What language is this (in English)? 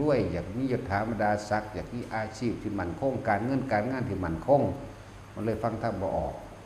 Northeastern Thai